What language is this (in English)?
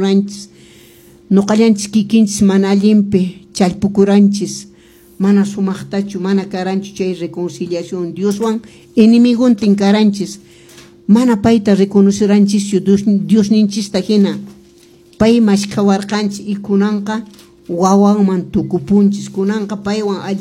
Quechua